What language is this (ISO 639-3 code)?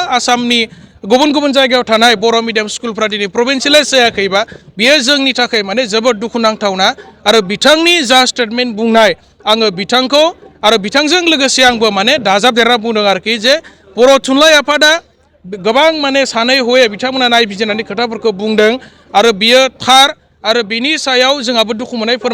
brx